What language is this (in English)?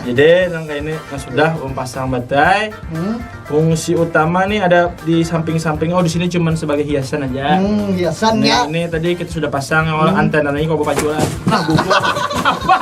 Banjar